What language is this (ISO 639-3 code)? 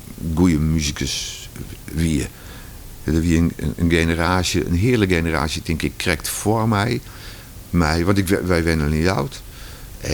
fry